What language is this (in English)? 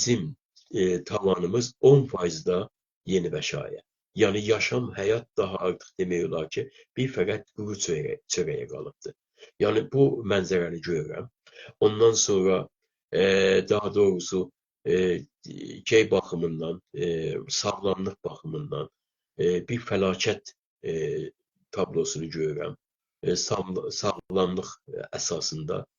South Azerbaijani